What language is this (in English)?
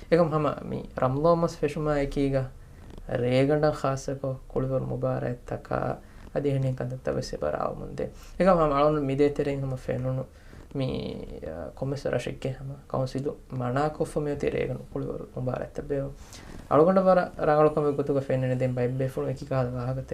Divehi